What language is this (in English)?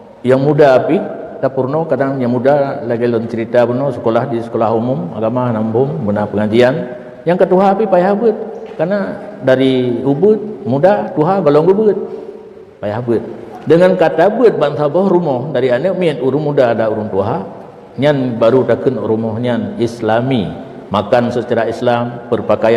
Achinese